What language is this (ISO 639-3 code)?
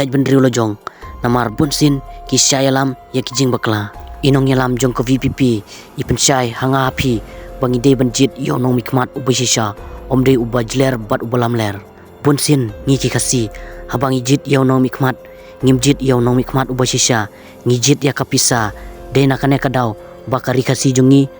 kha